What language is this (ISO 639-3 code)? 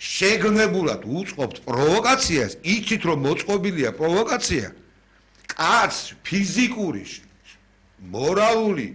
kat